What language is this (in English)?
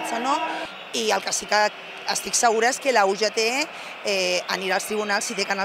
Catalan